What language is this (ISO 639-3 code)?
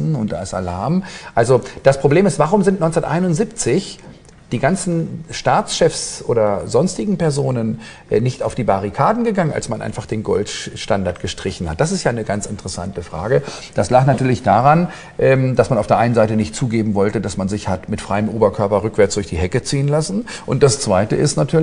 deu